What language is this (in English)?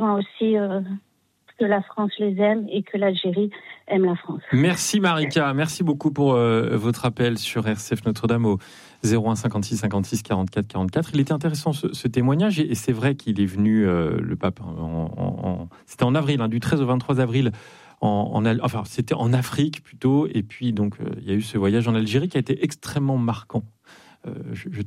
French